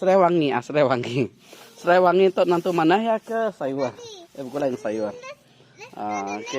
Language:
Iban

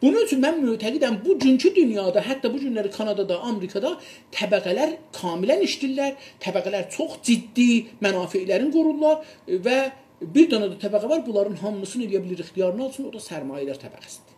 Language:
South Azerbaijani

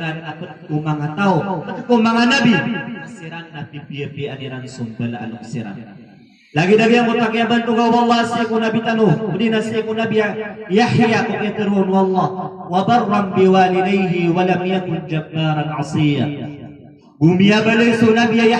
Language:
Maranao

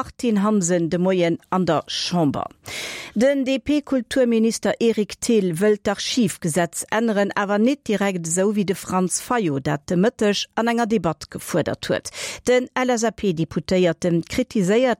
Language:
Luxembourgish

